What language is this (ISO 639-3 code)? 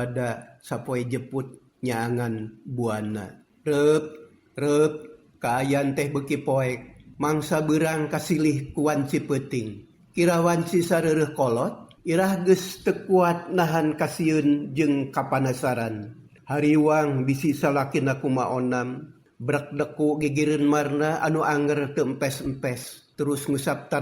sun